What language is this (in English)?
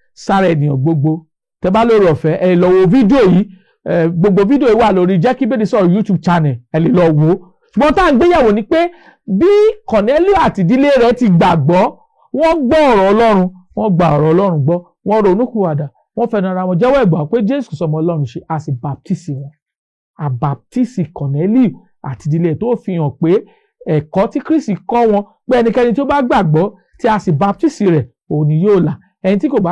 Yoruba